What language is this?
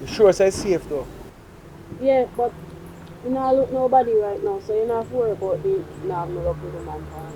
Jamaican Creole English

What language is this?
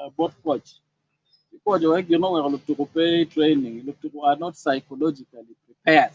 Acoli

